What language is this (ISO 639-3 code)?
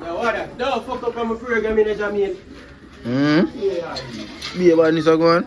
jam